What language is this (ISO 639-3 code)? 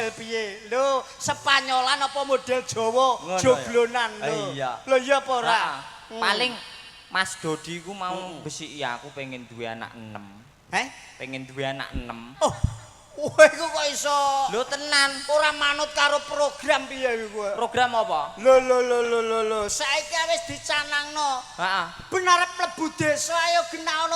jav